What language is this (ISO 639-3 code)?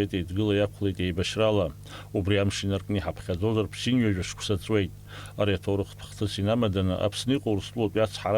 abk